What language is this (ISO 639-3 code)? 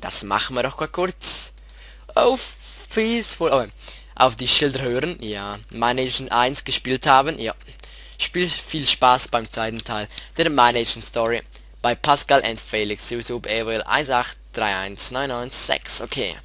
gsw